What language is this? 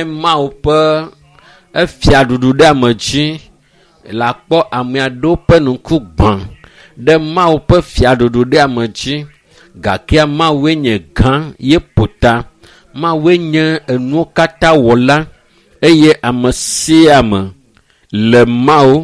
Ewe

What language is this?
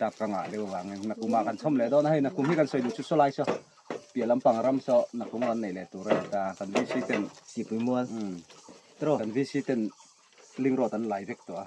Mizo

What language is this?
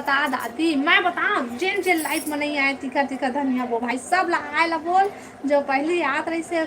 Chhattisgarhi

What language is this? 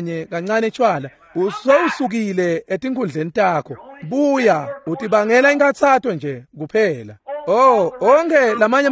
Swati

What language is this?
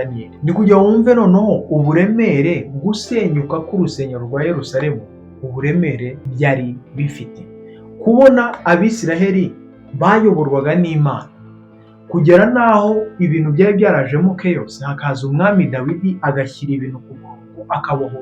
Kinyarwanda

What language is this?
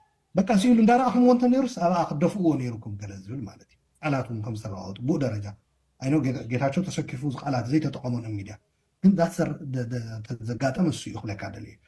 Tigrinya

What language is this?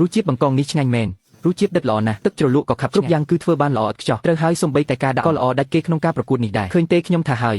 Khmer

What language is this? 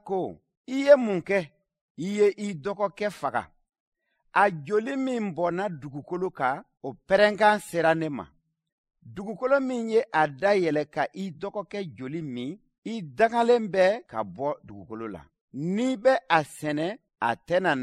Bambara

